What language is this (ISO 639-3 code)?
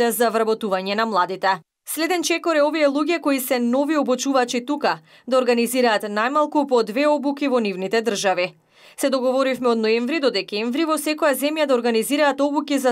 mkd